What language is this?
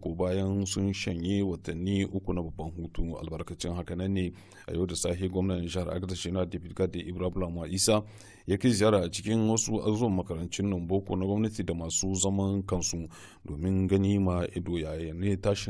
Hausa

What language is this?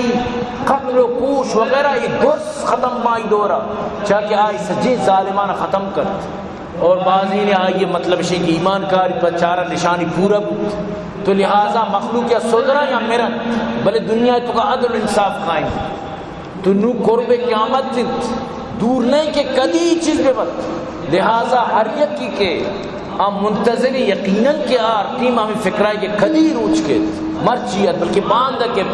Baluchi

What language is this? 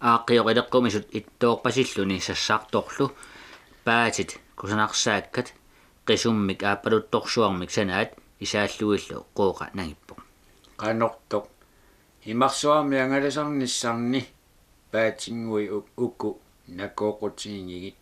Kalaallisut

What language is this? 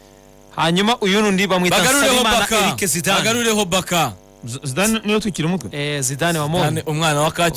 Kinyarwanda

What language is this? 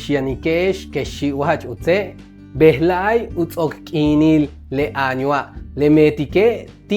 Yucateco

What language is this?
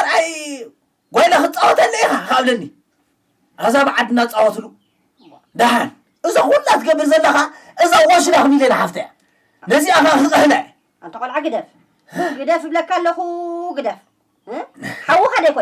Tigrinya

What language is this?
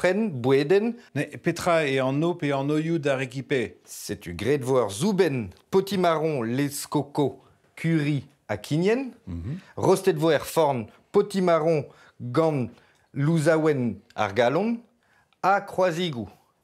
Breton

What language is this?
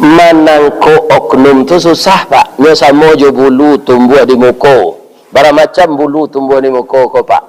Minangkabau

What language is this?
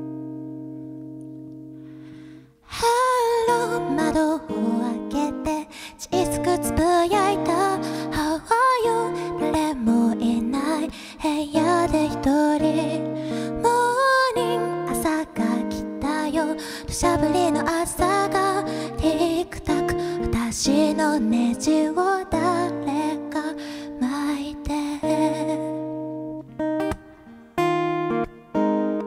Japanese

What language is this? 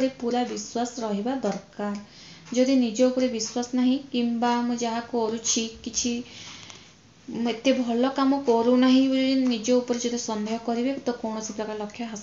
Odia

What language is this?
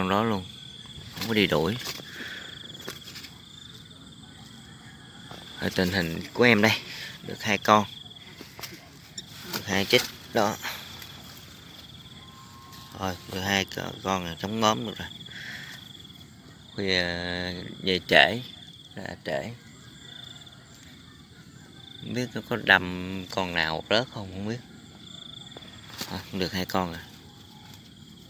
Vietnamese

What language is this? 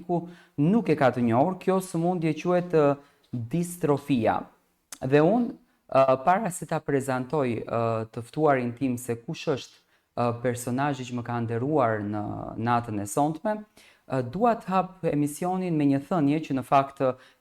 Albanian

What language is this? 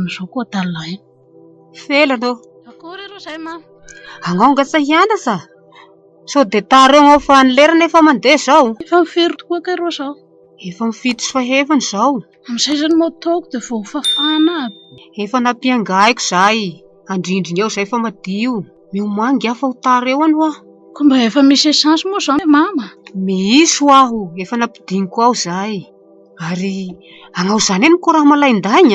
Malagasy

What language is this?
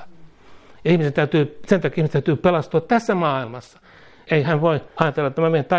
Finnish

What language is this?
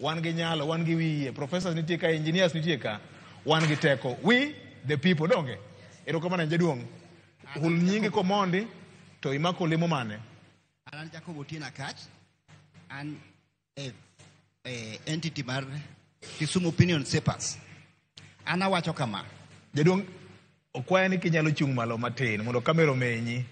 Luo (Kenya and Tanzania)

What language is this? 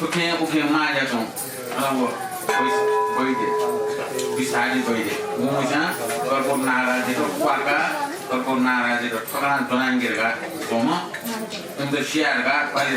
Newari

